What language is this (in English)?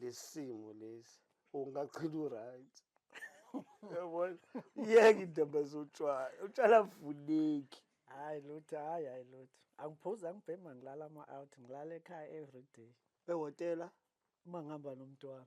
Zulu